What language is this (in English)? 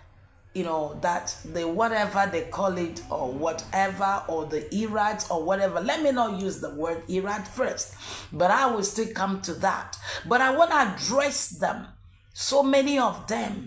Igbo